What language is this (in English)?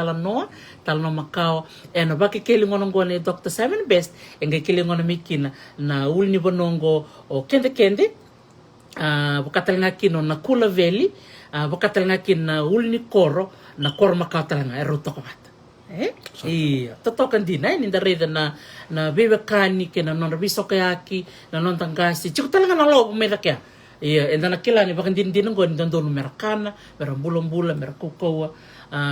Fijian